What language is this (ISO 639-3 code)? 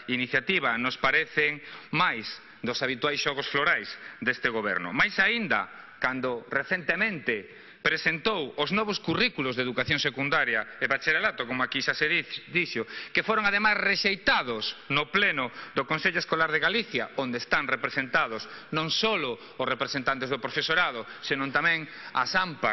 glg